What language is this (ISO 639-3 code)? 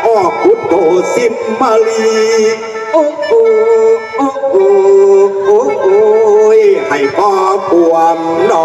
tts